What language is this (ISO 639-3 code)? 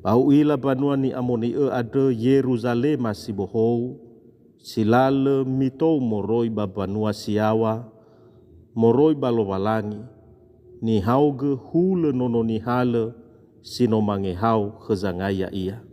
nia